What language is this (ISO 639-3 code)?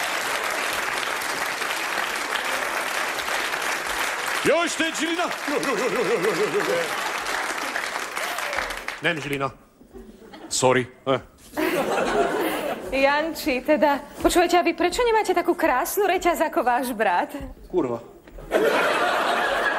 slk